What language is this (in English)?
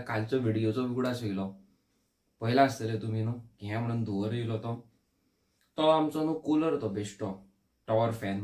Konkani